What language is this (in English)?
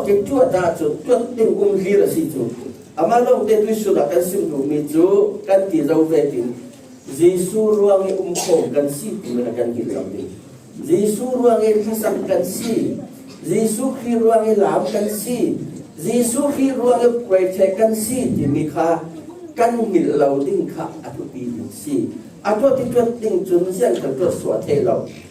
Falam Chin